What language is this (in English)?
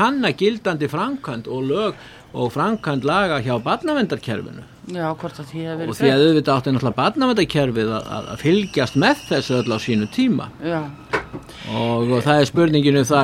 Icelandic